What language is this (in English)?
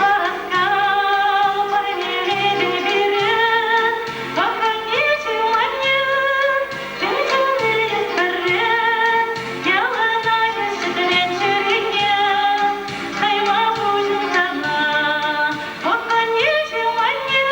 Chuvash